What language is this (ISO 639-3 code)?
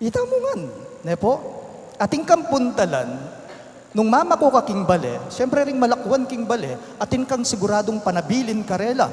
pam